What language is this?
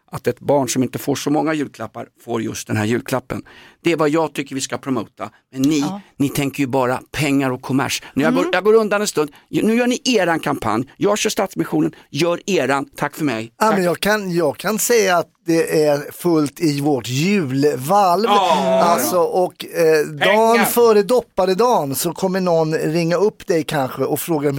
Swedish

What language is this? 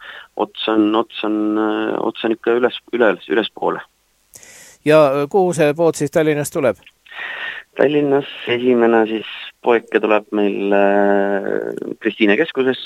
Estonian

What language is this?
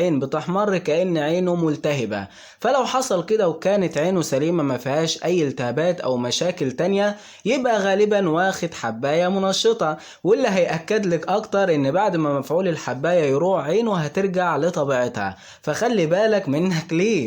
Egyptian Arabic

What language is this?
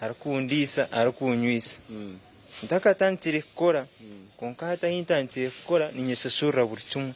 Nyankole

